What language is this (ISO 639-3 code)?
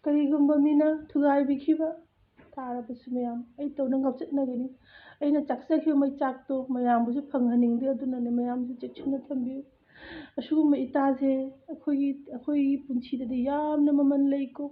mni